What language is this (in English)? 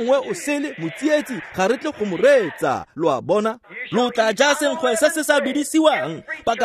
Tswana